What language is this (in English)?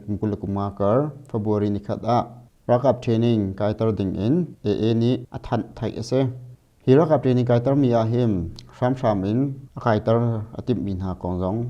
Hakha Chin